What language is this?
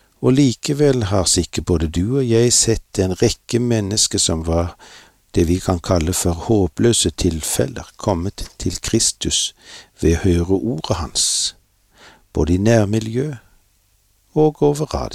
Norwegian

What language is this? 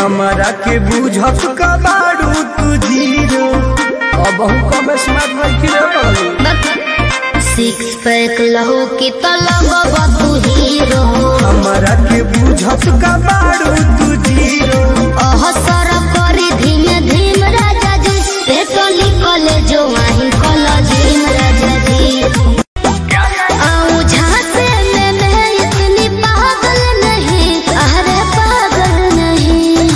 Bhojpuri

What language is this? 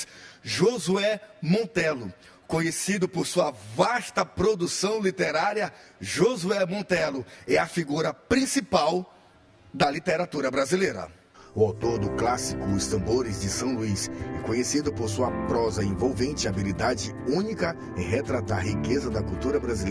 Portuguese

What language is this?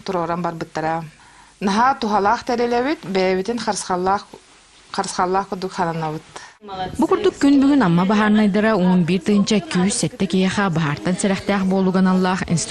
Yakut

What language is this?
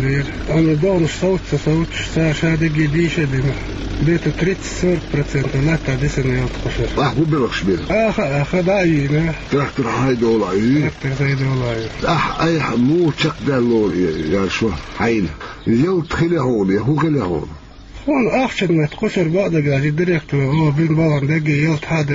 Chechen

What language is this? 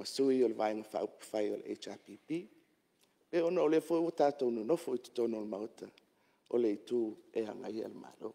Samoan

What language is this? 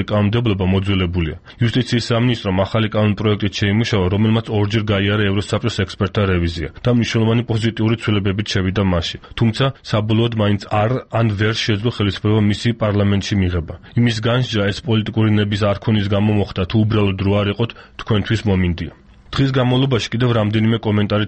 Georgian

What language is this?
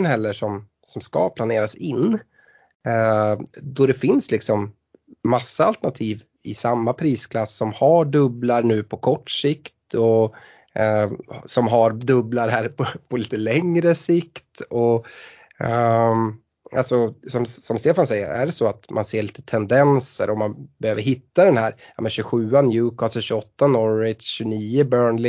Swedish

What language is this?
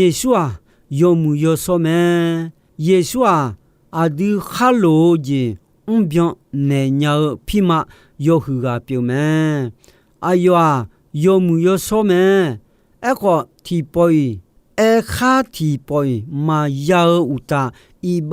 Akha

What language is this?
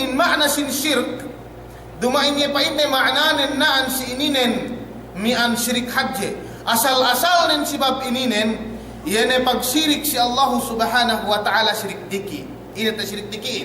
Yakan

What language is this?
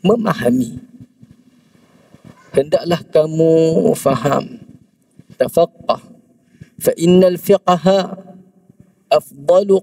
Malay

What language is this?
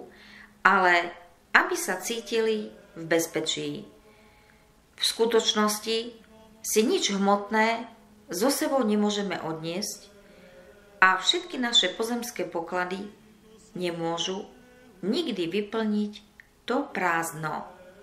Slovak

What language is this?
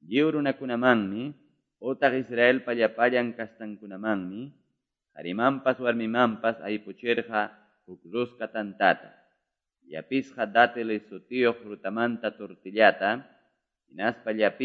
Ayacucho Quechua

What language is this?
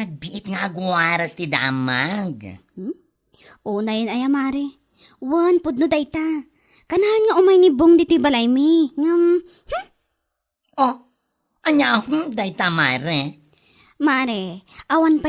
Iloko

